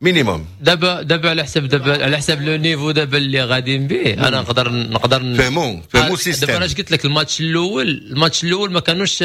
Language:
Moroccan Arabic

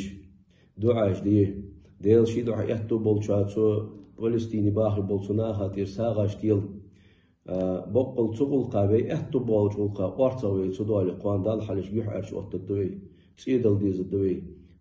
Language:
Ingush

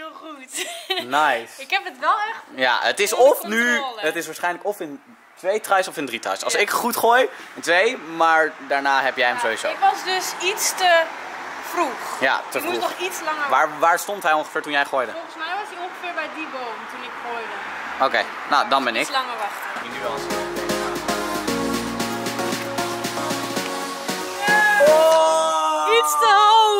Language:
Dutch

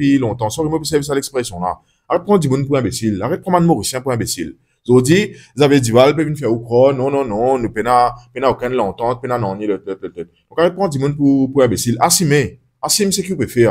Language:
Morisyen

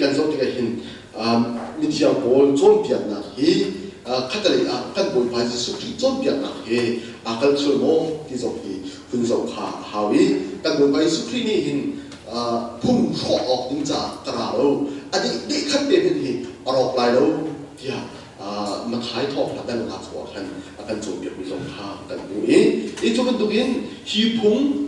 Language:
Hakha Chin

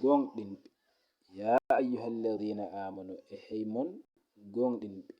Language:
Fula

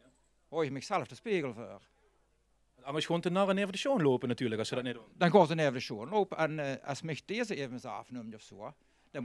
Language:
Limburgish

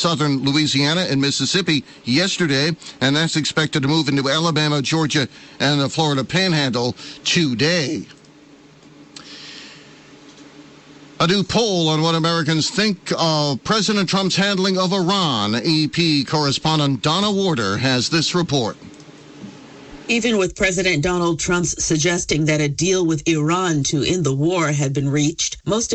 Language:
English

